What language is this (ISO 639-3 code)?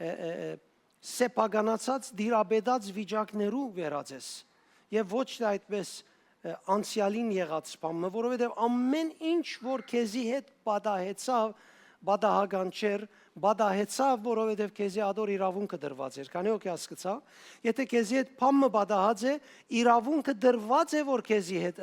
hyw